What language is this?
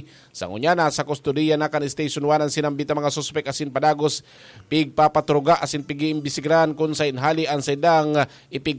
Bikol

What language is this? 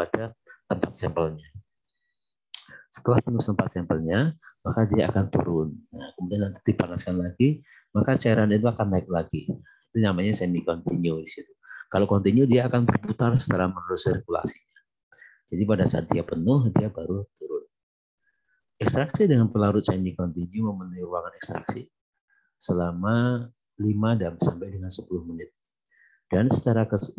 Indonesian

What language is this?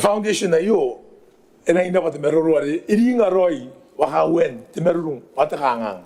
Gilbertese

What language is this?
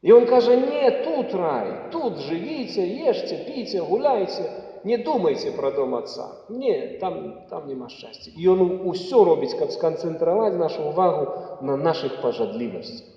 Belarusian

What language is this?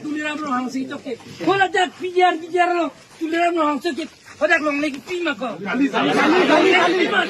Karbi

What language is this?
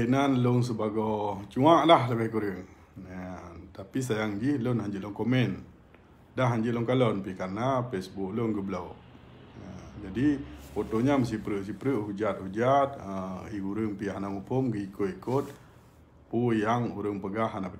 Achinese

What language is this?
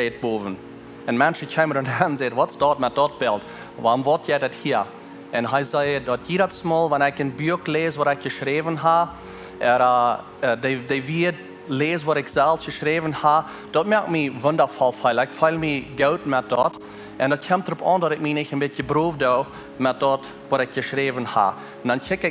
Plautdietsch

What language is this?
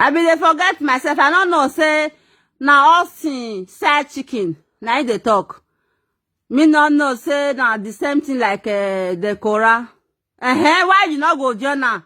Nigerian Pidgin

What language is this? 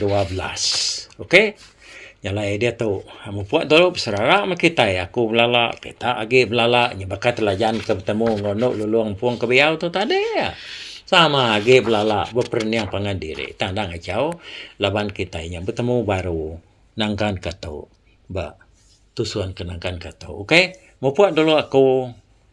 Iban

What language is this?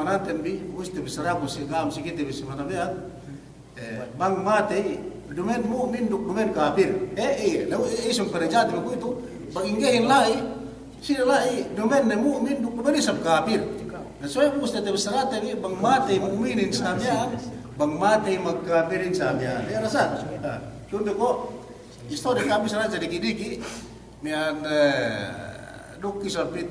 Yakan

